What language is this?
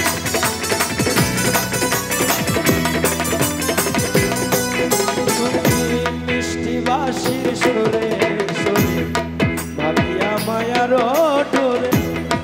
Bangla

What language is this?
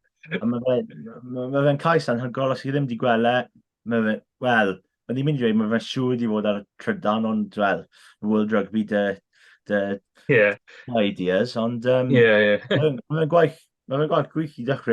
Welsh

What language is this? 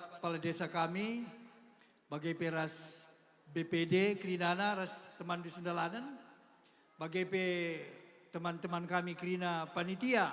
Batak Karo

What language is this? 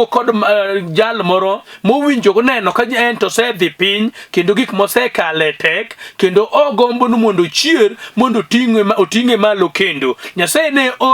Luo (Kenya and Tanzania)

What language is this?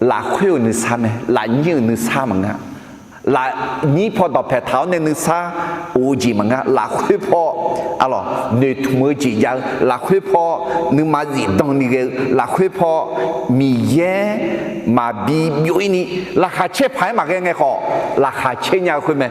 Akha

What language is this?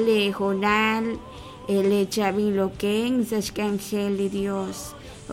Kekchí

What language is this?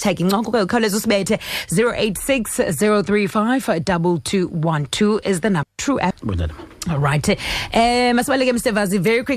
Xhosa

